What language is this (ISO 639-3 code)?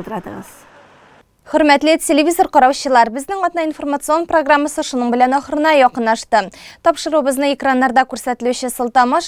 tat